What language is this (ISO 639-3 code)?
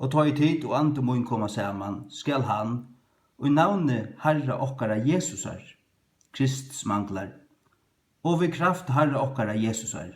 fao